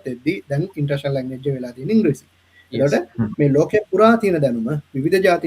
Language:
Sinhala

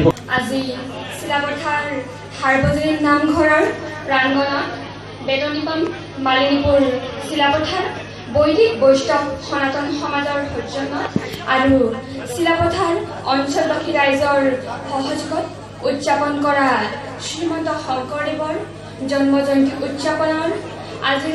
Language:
Assamese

